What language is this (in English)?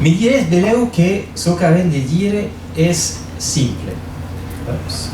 Occitan